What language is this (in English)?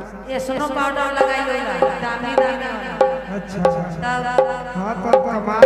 Sadri